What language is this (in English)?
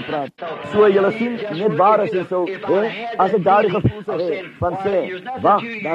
Afrikaans